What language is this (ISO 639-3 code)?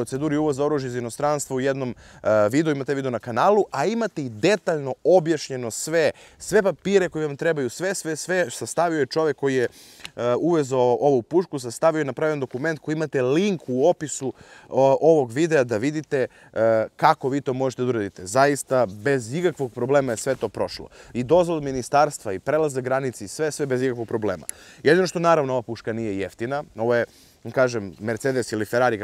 srp